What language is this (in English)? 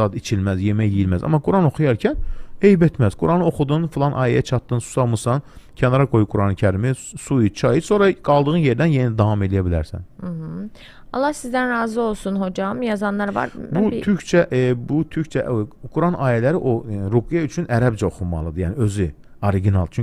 Azerbaijani